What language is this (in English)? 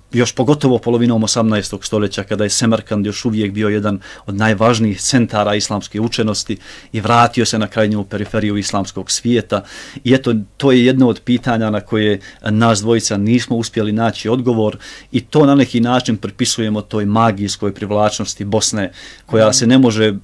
Bosnian